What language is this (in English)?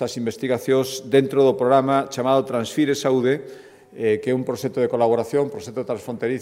Galician